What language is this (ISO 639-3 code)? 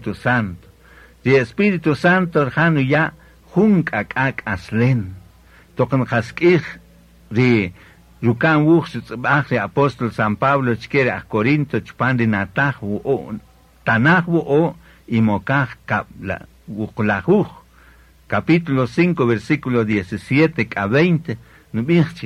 cak